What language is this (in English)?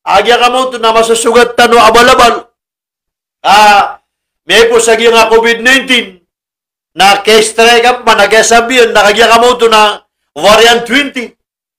Maranao